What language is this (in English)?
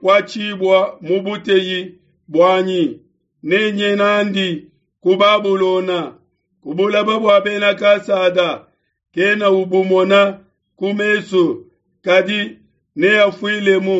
Luba-Lulua